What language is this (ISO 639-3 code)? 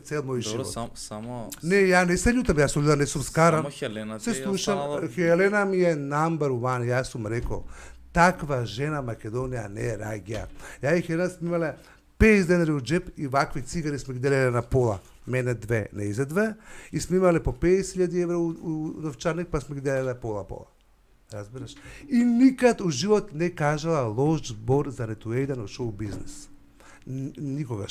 mkd